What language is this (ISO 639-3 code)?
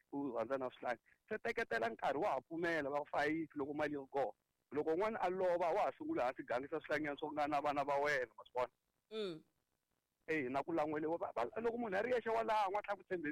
tso